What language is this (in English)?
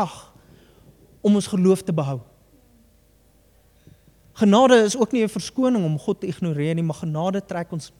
Afrikaans